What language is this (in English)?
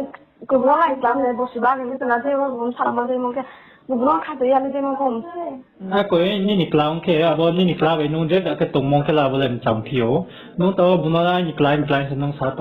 Riang (India)